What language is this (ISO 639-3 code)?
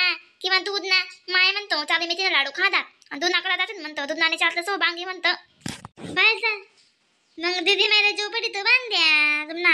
khn